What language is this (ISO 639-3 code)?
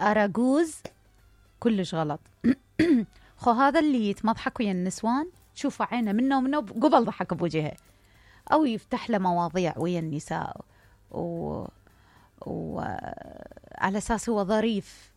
acm